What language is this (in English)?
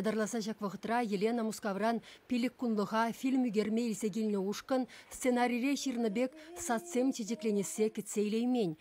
Chuvash